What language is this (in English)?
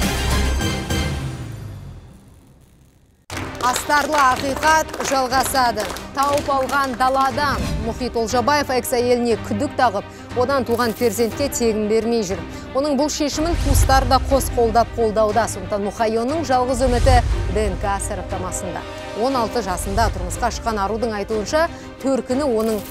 Kazakh